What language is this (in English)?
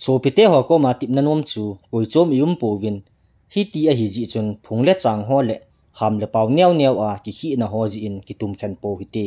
Thado Chin